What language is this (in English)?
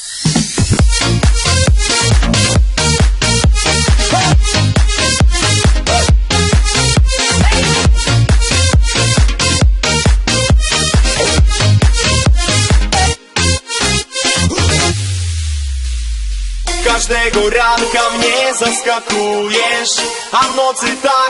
Polish